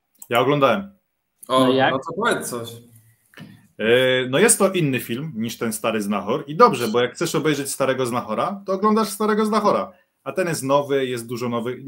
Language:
Polish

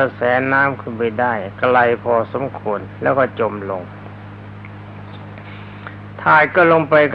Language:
Thai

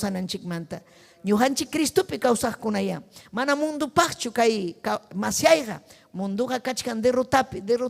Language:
Ayacucho Quechua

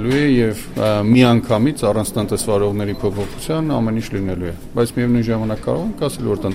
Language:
Armenian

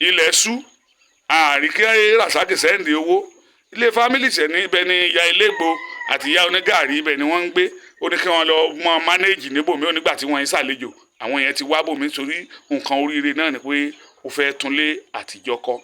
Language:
Yoruba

